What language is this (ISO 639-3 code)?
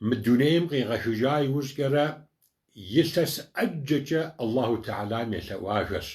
kbd